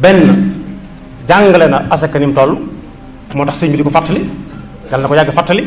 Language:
Wolof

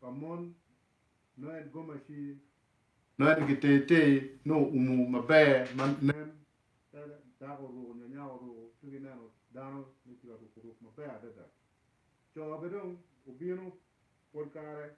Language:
Acoli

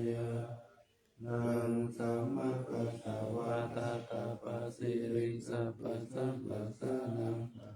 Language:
Pali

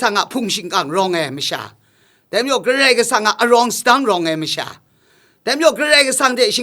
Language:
Kachin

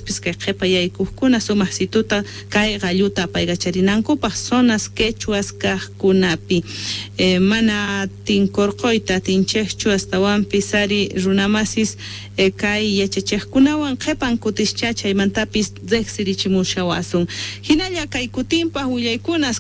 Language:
South Bolivian Quechua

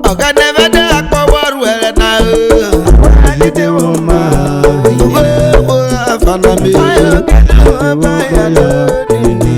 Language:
Urhobo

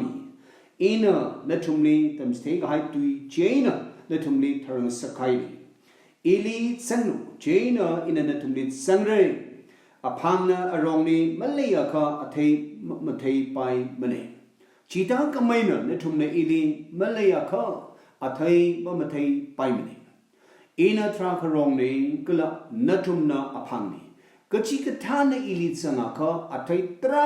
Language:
Tangkhul Naga (India)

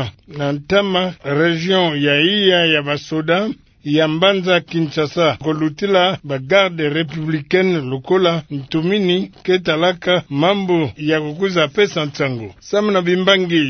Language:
Kituba (Democratic Republic of Congo)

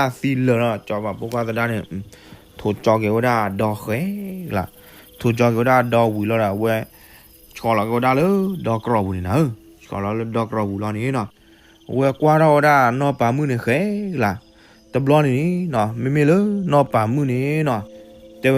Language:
S'gaw Karen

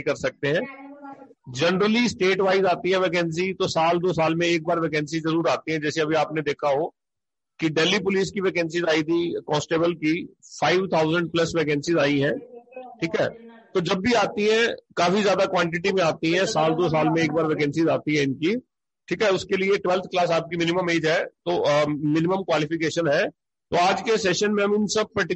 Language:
Hindi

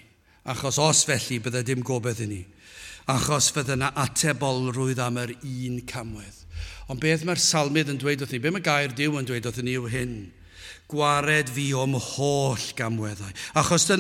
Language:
Welsh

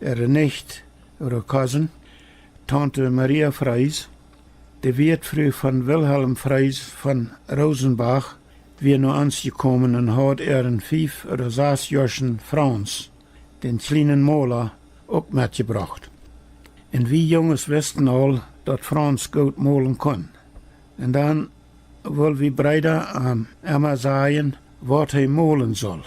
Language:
Plautdietsch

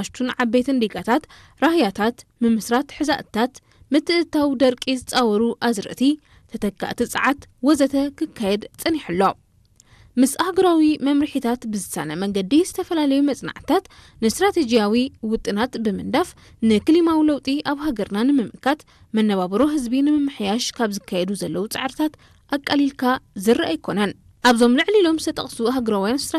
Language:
Tigrinya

